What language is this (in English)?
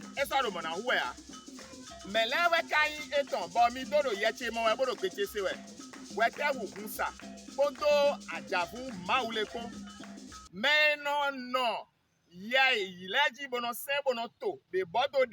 Fon